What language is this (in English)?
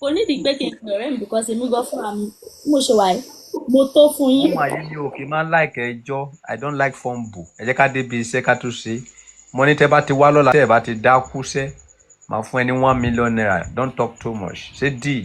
Yoruba